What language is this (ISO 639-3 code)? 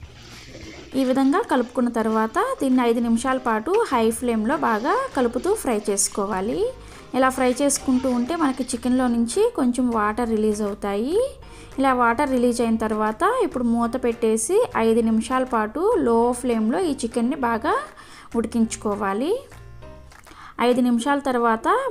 tel